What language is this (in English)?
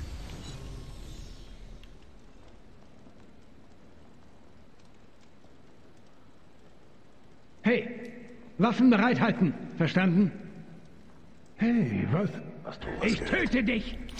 German